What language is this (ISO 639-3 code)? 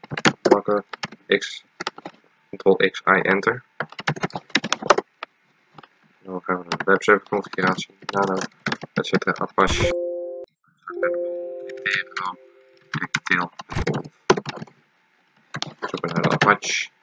nld